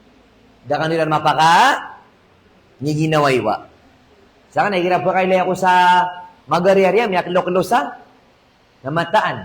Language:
Maranao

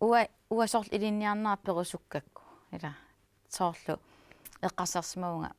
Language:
Kalaallisut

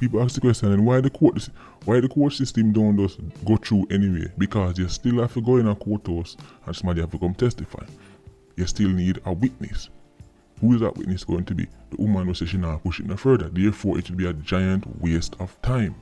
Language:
Jamaican Creole English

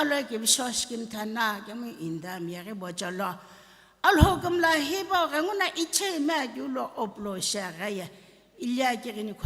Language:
Sumi Naga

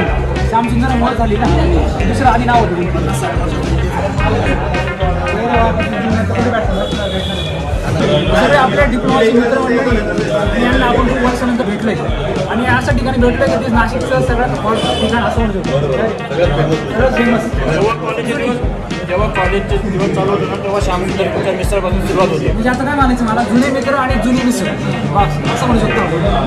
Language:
Marathi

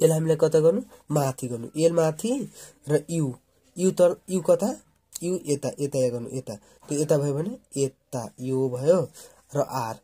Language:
Nepali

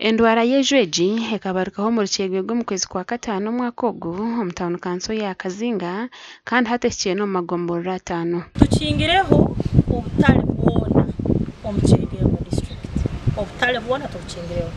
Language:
Nyankole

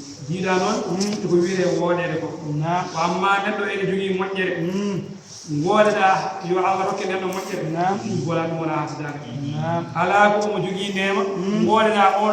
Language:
Fula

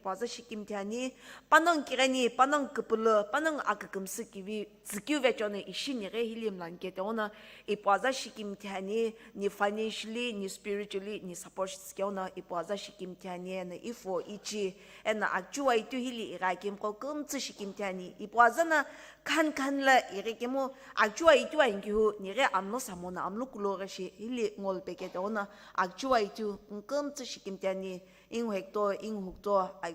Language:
Sumi Naga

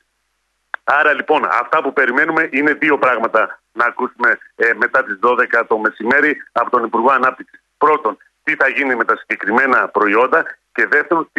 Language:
Greek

